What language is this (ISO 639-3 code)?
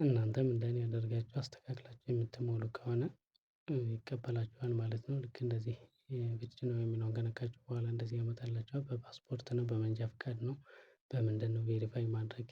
amh